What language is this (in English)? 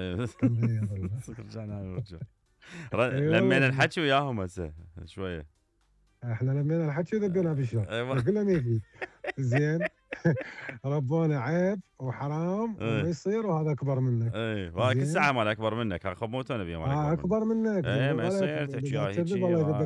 Mesopotamian Arabic